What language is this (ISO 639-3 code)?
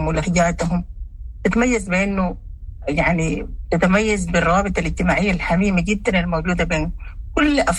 apd